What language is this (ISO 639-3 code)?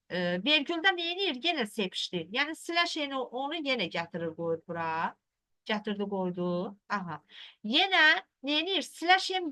aze